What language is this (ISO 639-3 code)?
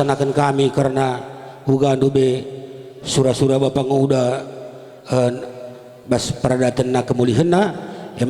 btx